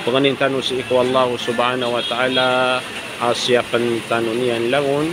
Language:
Maranao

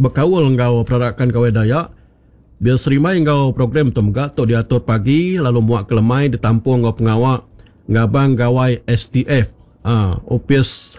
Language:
Iban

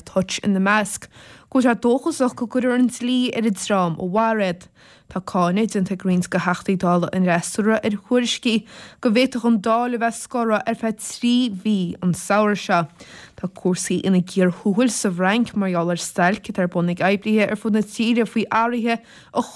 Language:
Irish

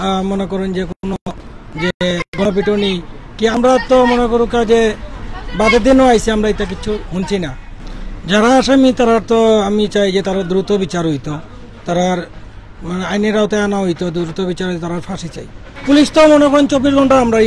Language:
Sylheti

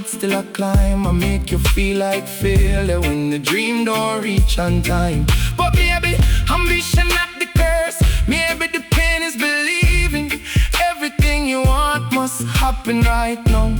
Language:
Jamaican Creole English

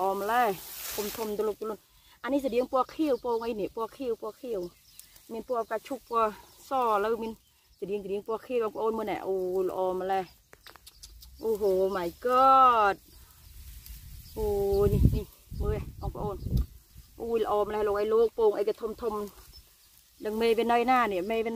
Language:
Vietnamese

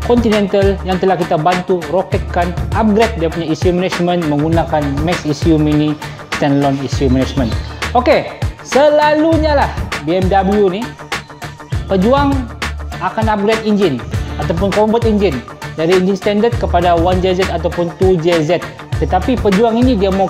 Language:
Malay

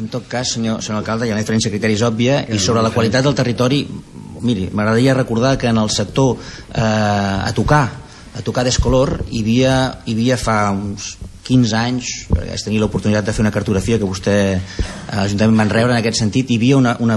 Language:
Catalan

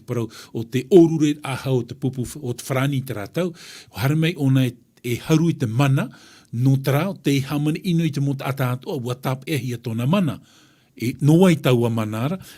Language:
Tahitian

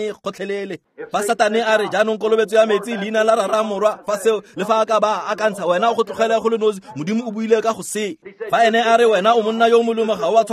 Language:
Tswana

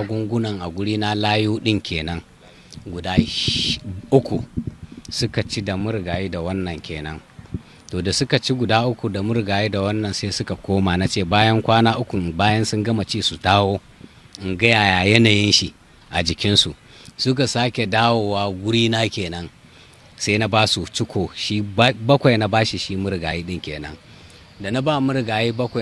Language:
Hausa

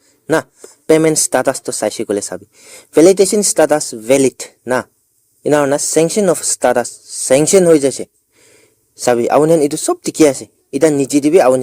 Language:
Naga Pidgin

